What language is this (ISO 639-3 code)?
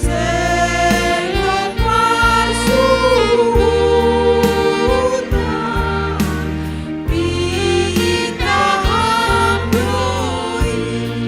bts